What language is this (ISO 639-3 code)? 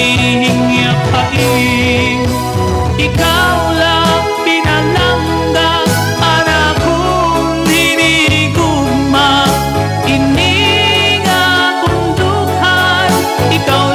war